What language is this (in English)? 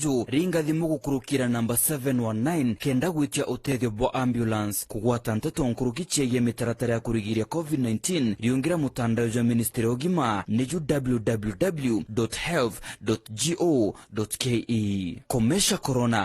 Meru